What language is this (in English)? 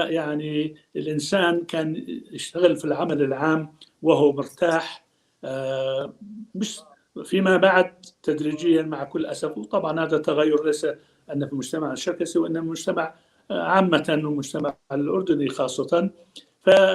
North Levantine Arabic